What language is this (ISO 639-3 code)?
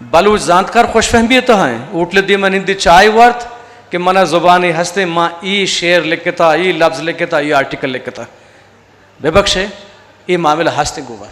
bgp